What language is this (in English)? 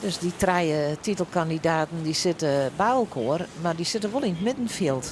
Western Frisian